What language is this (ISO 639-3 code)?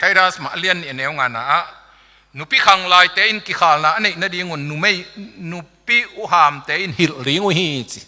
ctd